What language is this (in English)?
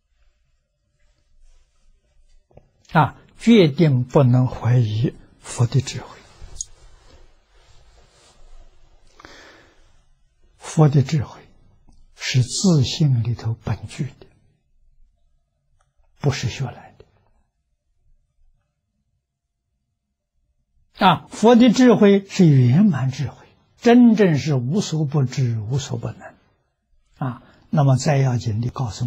Chinese